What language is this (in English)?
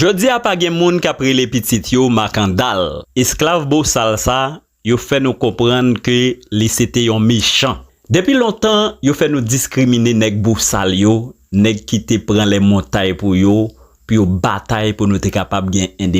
Haitian Creole